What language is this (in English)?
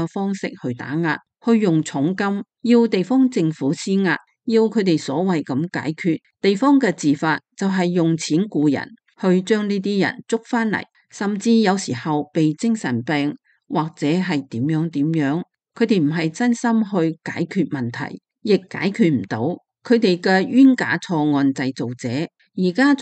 Cantonese